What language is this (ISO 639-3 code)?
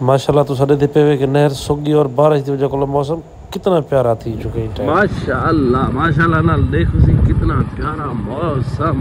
skr